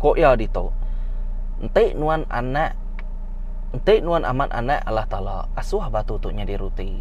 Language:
Iban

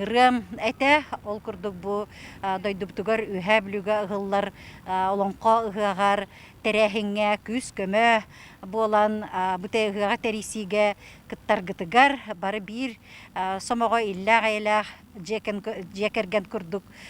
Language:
Yakut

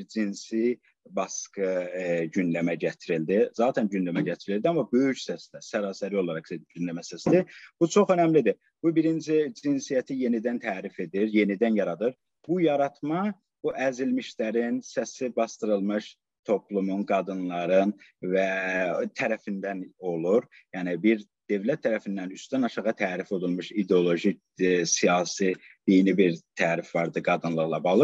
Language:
South Azerbaijani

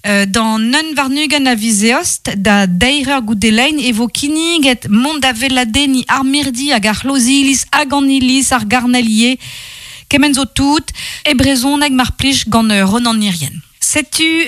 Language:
Breton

